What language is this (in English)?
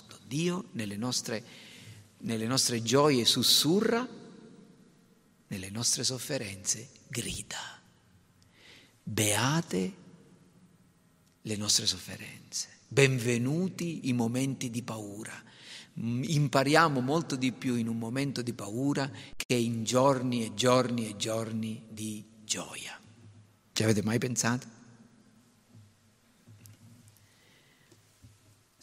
Italian